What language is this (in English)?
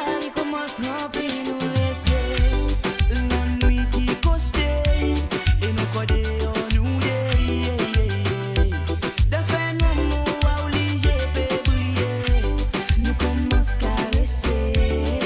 Morisyen